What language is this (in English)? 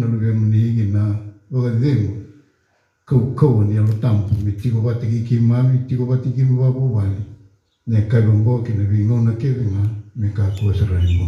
Fijian